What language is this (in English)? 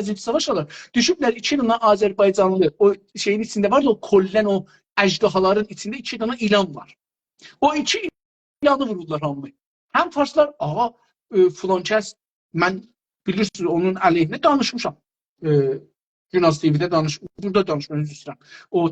South Azerbaijani